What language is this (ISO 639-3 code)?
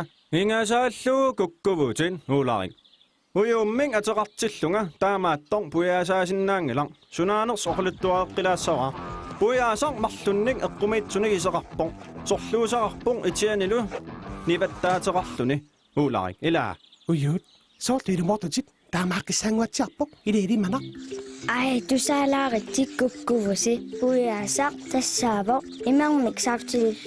kal